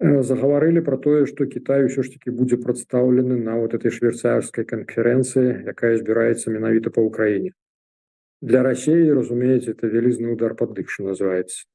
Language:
Belarusian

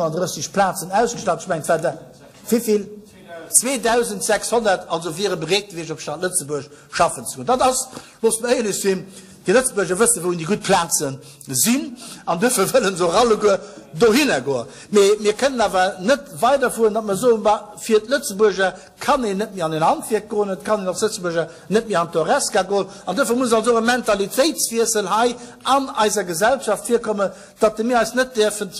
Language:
Luxembourgish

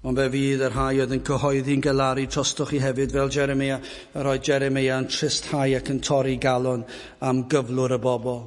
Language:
Welsh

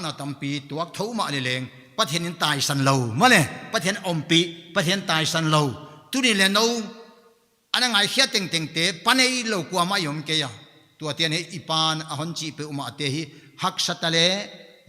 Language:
Paite Chin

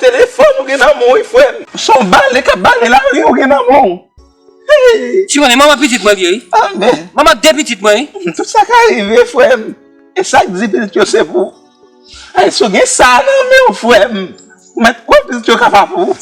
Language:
Haitian Creole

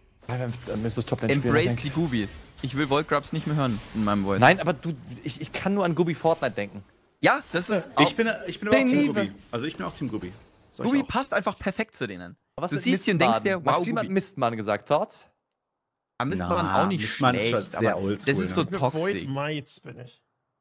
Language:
German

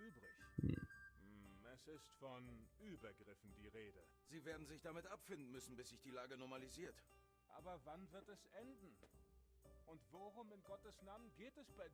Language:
Swiss German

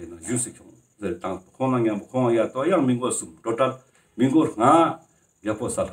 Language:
Ladakhi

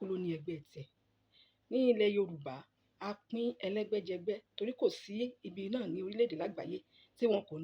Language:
Yoruba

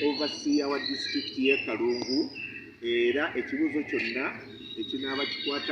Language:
Ganda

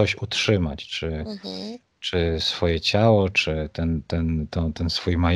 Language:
Polish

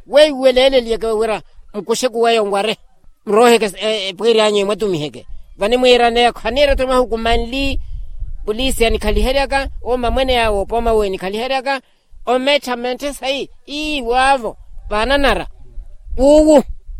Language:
Makhuwa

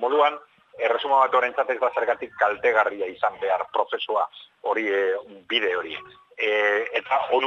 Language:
Basque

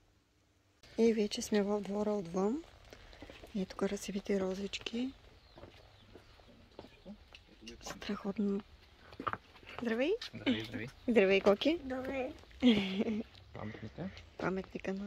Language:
Bulgarian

